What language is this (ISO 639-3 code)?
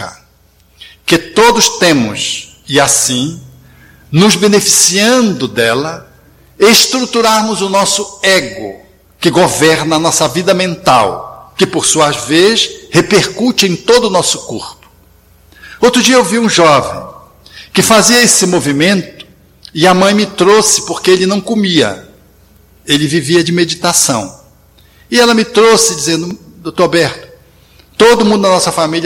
por